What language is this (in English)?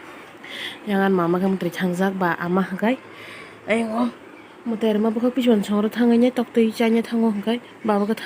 Kok Borok